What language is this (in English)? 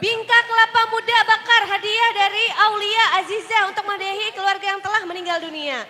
Banjar